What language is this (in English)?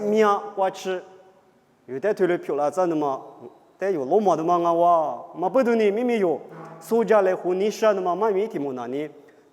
Lisu